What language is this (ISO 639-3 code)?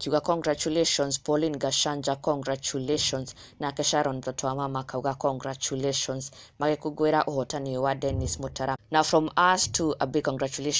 kik